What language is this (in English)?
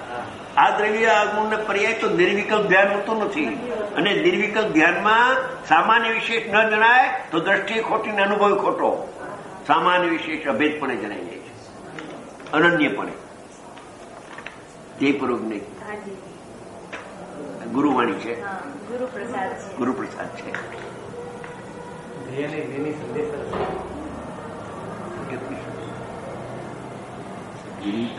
Gujarati